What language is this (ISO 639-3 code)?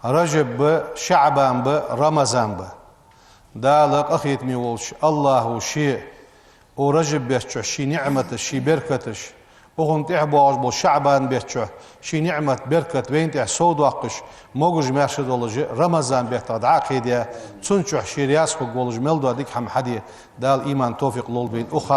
inh